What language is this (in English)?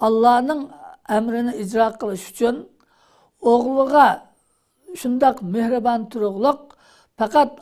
Uyghur